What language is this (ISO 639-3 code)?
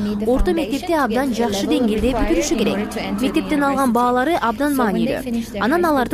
kir